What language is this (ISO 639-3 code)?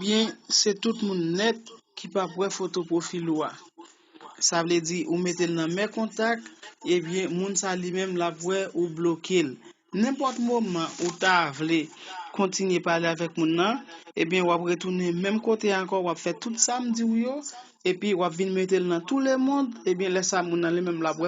hat